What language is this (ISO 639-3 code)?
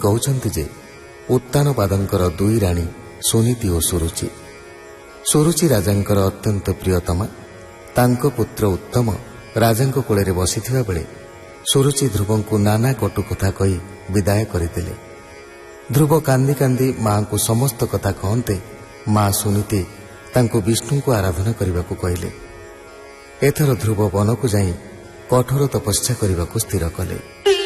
ori